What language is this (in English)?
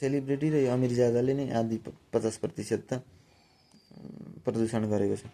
Nepali